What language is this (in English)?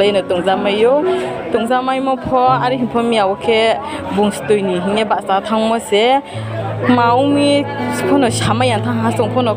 Riang (India)